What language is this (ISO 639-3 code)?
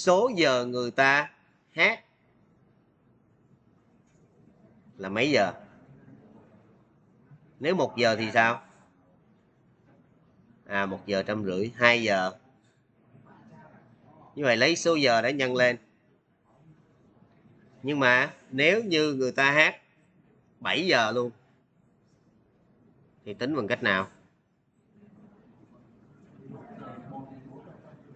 vie